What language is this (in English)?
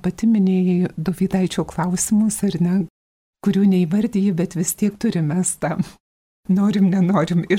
Lithuanian